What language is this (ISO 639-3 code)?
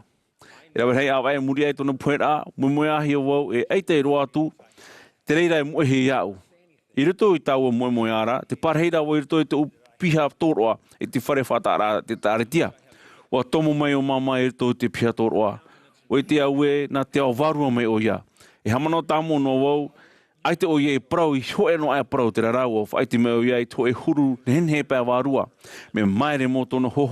tah